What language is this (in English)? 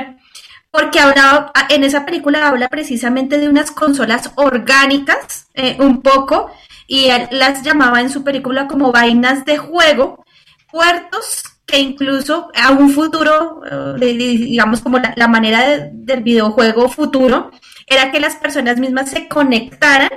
Spanish